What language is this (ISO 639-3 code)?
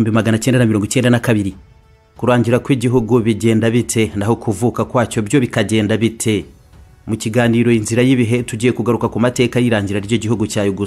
kin